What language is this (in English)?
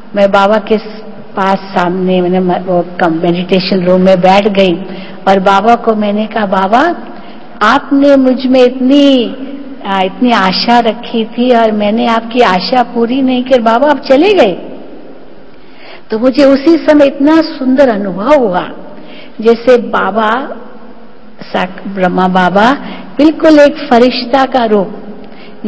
Hindi